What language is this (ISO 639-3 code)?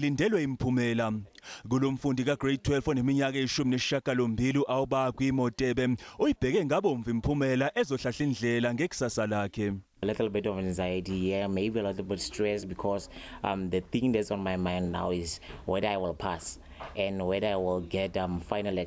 zul